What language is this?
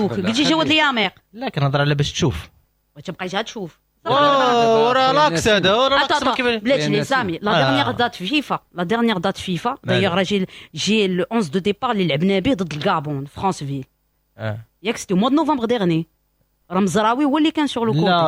Moroccan Arabic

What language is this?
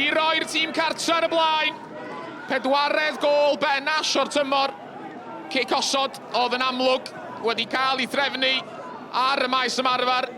Welsh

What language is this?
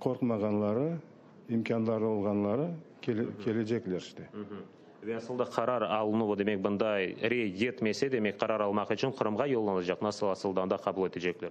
Crimean Tatar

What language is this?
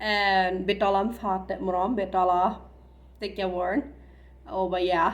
Plautdietsch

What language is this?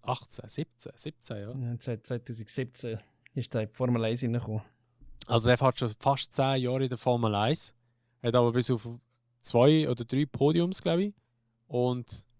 Swiss German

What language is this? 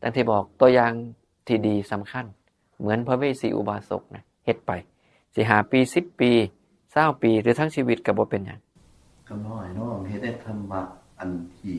Northeastern Thai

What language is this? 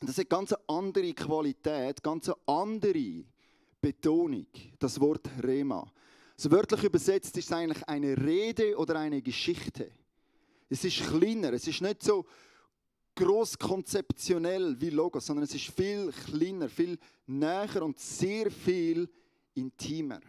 Swiss German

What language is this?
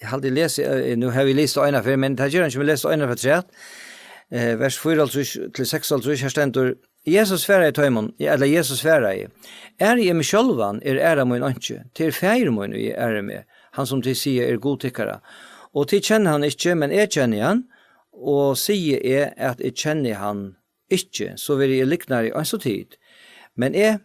Faroese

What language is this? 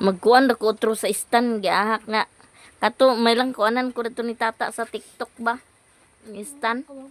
Cebuano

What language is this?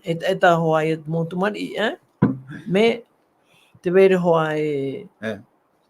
Tahitian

